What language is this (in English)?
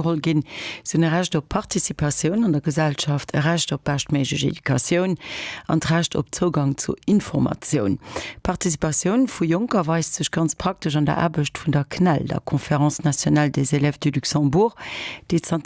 Luxembourgish